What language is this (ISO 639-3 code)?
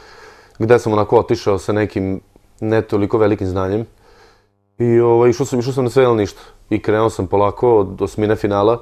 srp